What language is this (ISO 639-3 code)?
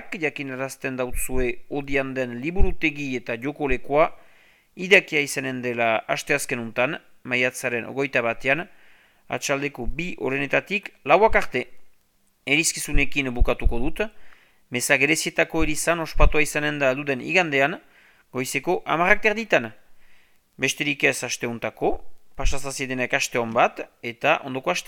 eus